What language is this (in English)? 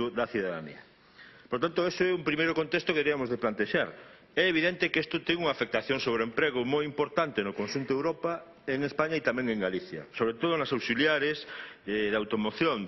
Galician